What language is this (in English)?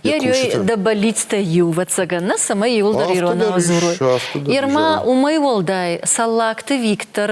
Ossetic